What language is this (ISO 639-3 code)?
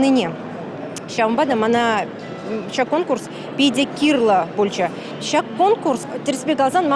chv